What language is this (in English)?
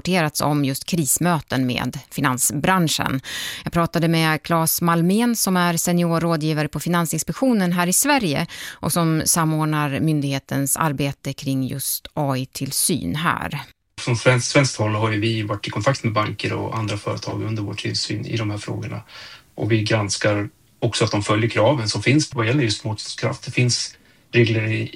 Swedish